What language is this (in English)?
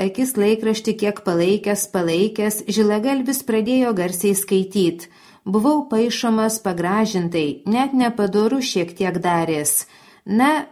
Lithuanian